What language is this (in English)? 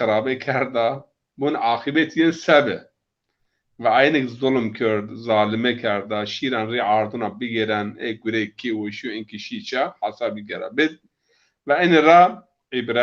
Zaza